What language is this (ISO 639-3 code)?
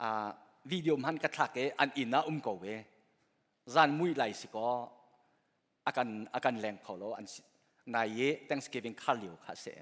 cnh